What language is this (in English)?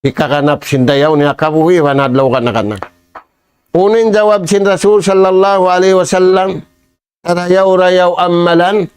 Tausug